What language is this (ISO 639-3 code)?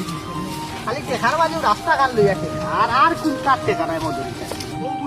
syl